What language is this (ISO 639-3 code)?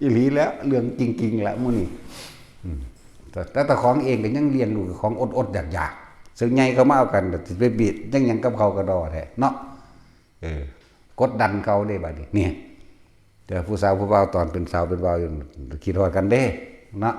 tts